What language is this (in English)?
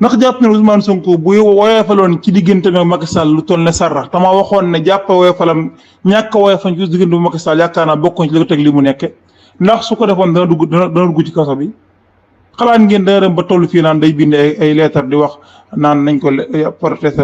Wolof